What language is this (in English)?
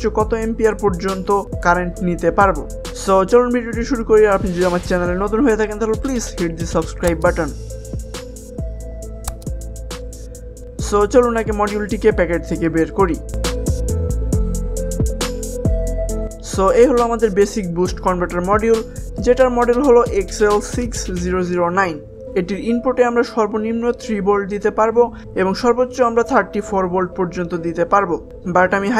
Bangla